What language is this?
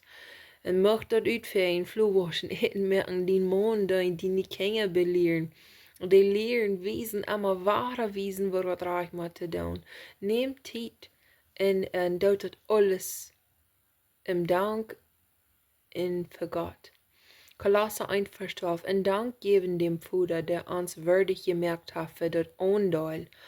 Plautdietsch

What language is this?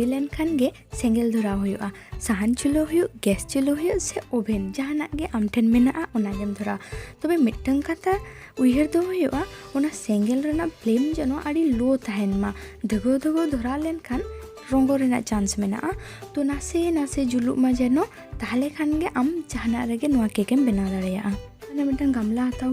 Santali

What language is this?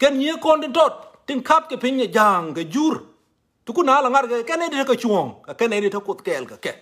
Nuer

